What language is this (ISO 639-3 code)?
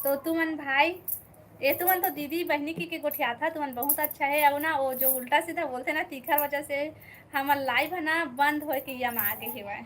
hne